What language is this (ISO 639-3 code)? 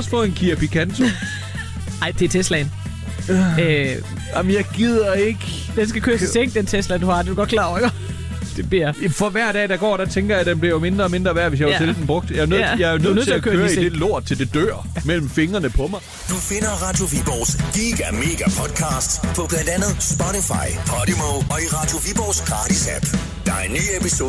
dan